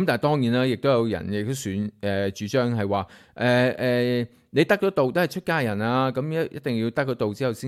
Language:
Cantonese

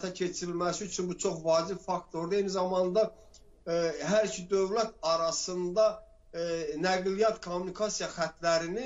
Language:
Azerbaijani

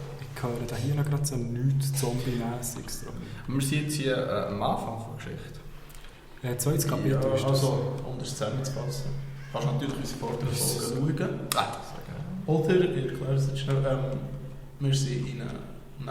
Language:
Swiss German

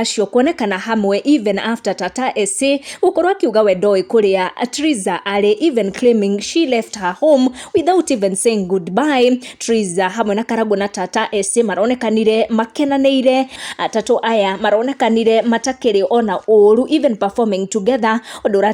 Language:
Kikuyu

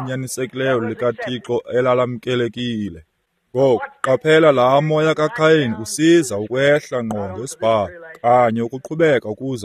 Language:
Xhosa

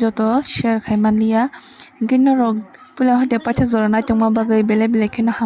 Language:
Kok Borok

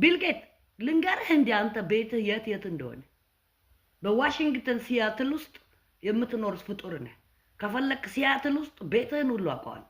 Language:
Amharic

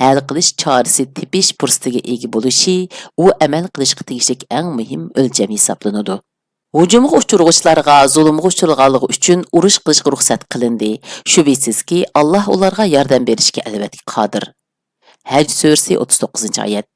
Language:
Uyghur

